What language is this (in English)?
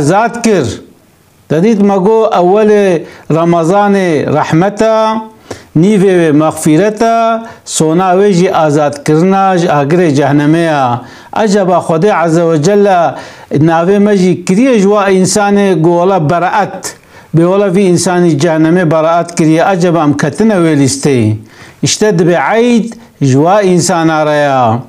Kurdish